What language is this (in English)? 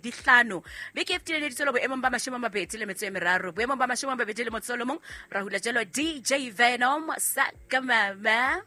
Southern Sotho